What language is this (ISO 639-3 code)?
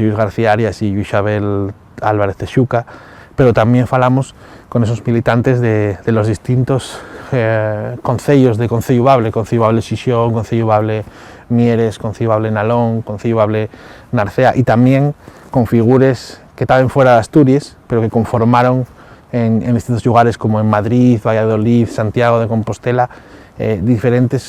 ast